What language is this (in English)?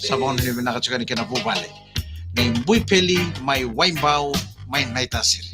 Fijian